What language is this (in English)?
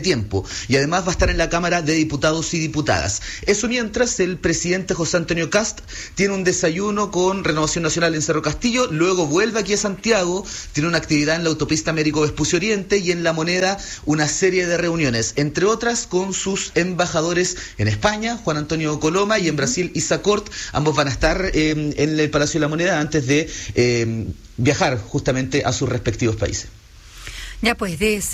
Spanish